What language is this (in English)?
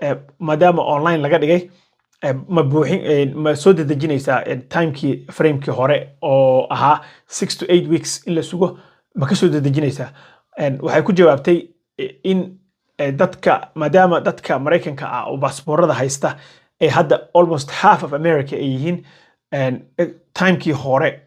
Somali